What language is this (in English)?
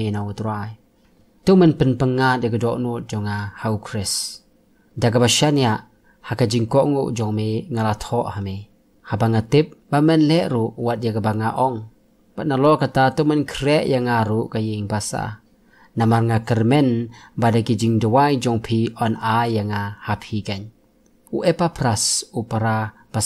Khasi